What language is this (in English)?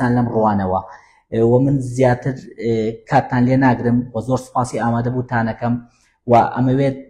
Central Kurdish